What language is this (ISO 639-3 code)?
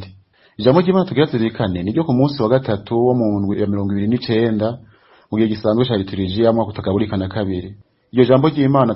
run